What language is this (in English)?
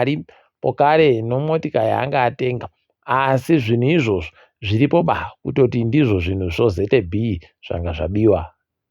Ndau